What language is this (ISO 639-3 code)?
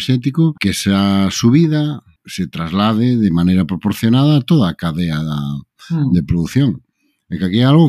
glg